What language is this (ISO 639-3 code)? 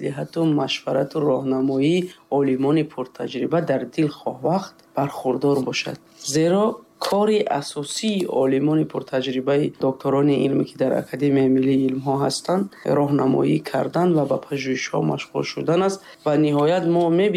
tgk